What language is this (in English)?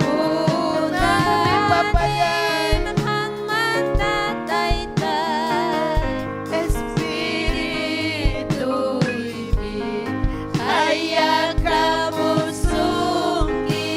Ayacucho Quechua